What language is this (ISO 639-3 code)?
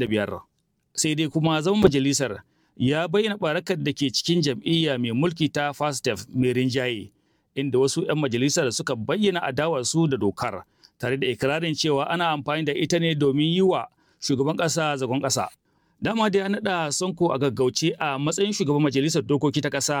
hau